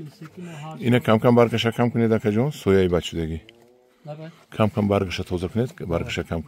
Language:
Tajik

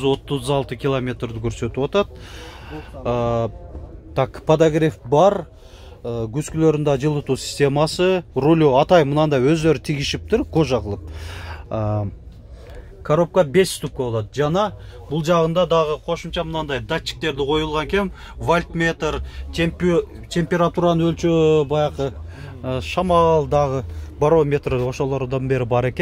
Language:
Kyrgyz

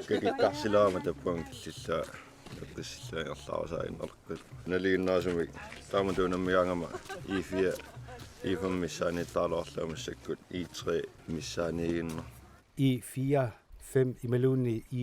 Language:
Kalaallisut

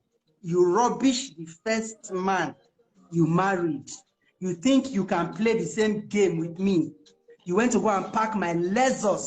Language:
Nigerian Pidgin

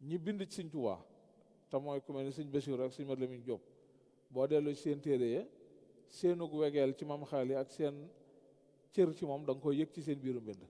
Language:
Wolof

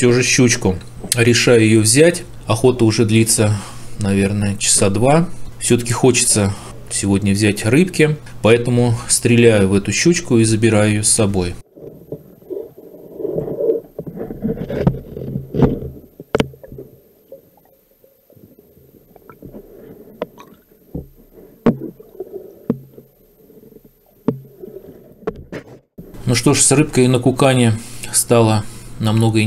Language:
Russian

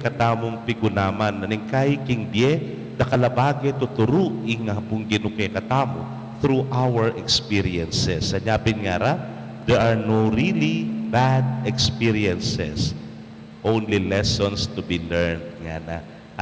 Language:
Pampanga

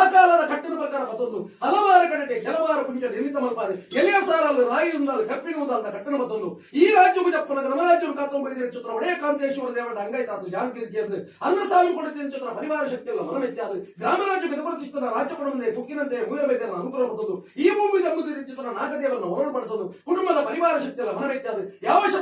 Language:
Tulu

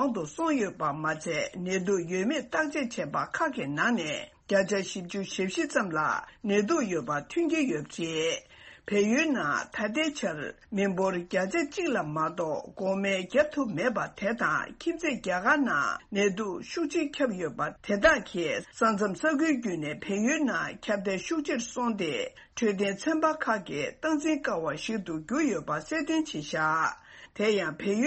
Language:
Tibetan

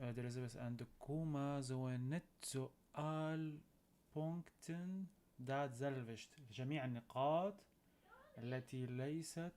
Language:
North Levantine Arabic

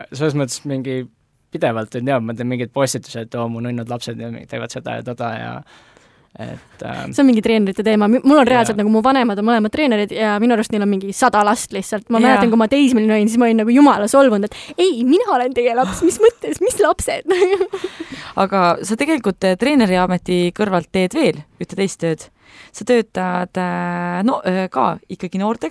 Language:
Estonian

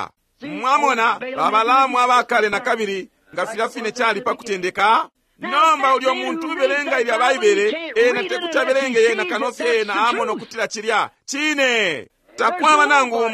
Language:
Bemba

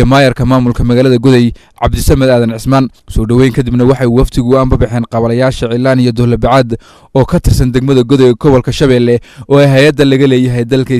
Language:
Somali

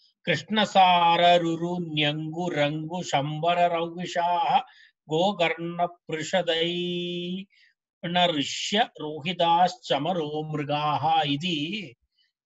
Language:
Sanskrit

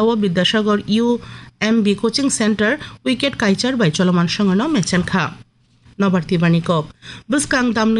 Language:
Kok Borok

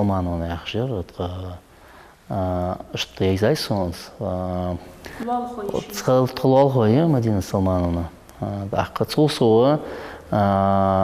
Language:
Ingush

